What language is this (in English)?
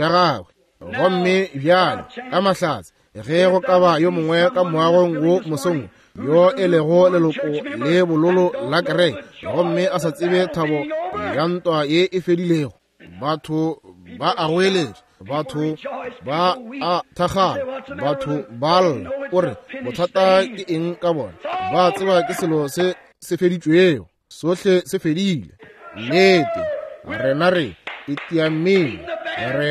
Northern Sotho